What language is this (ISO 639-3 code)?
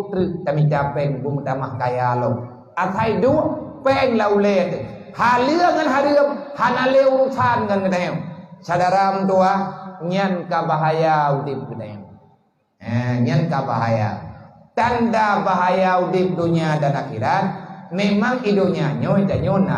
ace